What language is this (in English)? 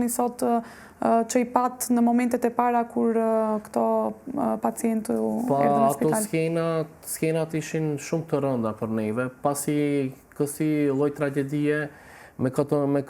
Albanian